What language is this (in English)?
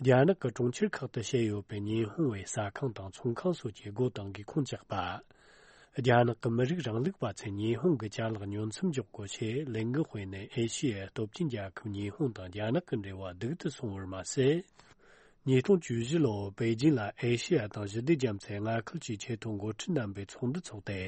Tibetan